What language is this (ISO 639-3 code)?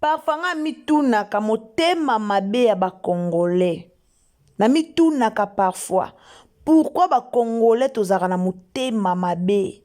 lin